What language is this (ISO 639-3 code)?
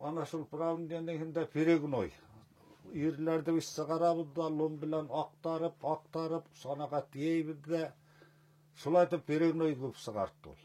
bak